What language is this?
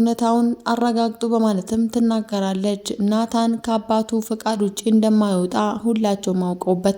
Amharic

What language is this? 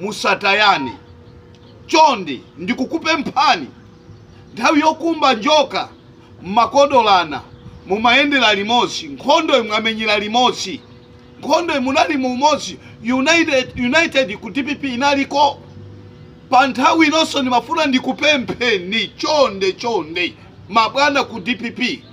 Nyanja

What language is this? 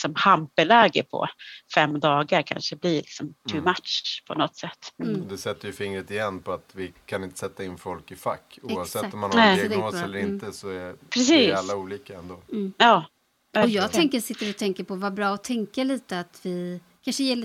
Swedish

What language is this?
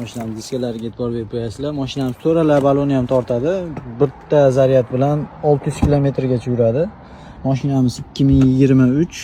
Uzbek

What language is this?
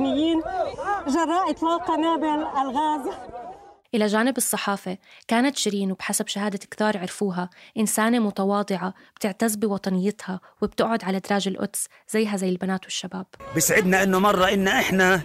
North Levantine Arabic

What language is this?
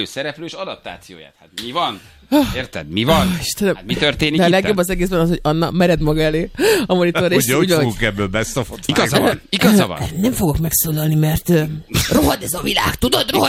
Hungarian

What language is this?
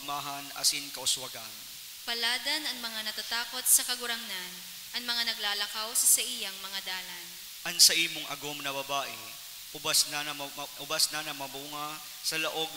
Bikol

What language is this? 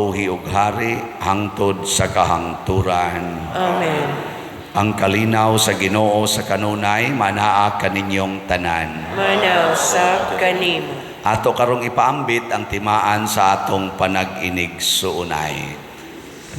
Cebuano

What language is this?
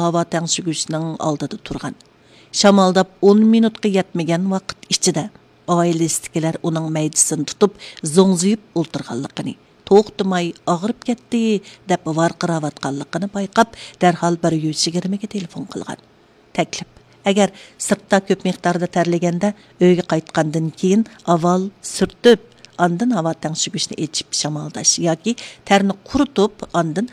Uyghur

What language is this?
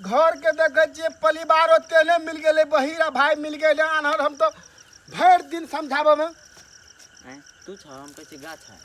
Maithili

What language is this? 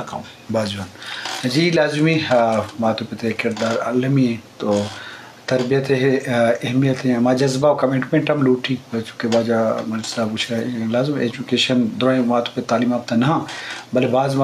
Eastern Balochi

